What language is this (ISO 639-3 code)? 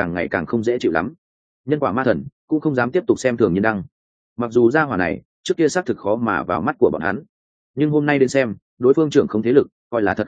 vie